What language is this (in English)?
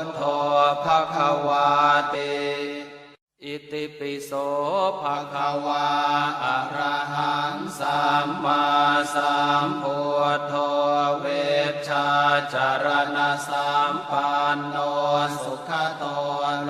Pali